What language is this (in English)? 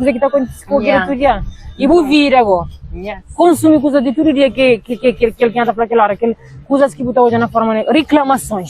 Kabuverdianu